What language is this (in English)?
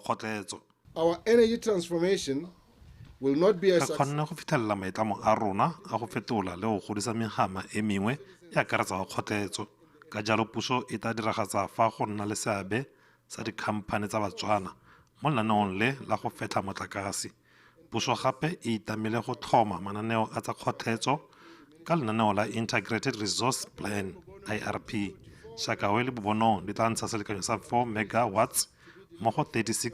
Tswana